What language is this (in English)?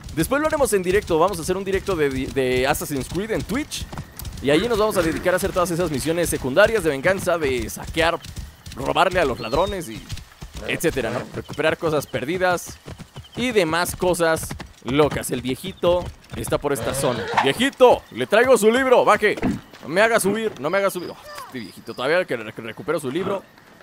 Spanish